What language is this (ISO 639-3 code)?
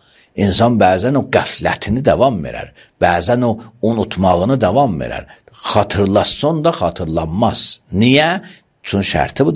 aze